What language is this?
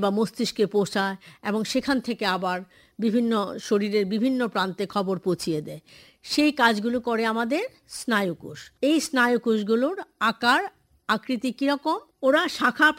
Bangla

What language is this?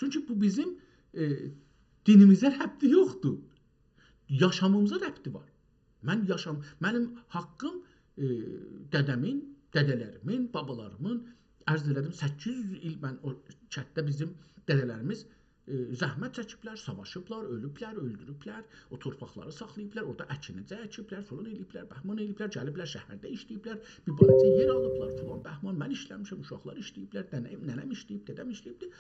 South Azerbaijani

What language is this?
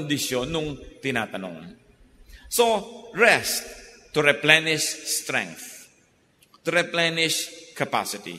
Filipino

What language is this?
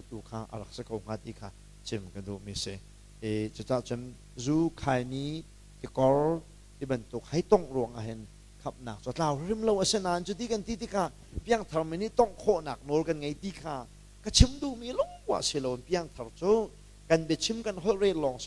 Hakha Chin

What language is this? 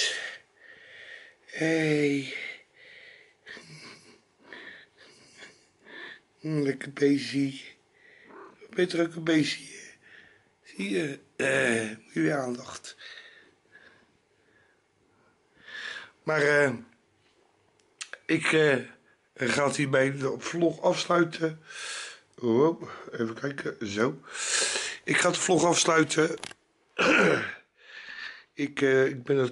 Dutch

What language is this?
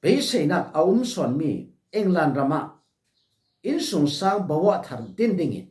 Falam Chin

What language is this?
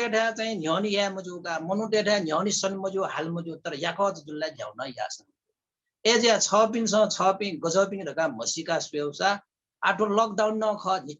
Newari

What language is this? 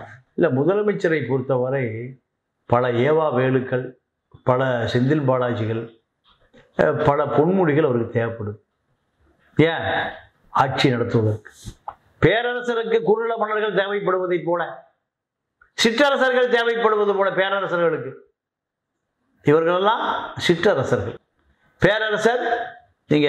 Tamil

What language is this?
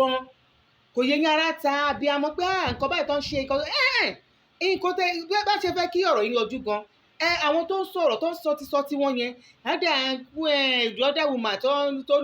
Yoruba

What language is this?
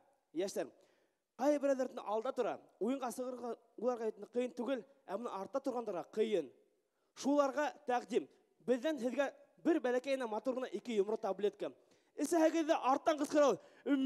Bashkir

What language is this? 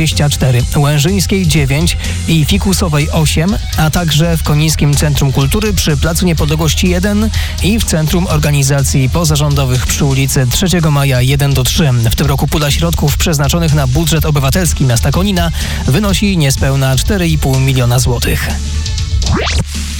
Polish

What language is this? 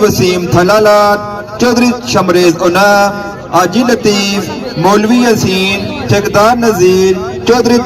Pahari-Potwari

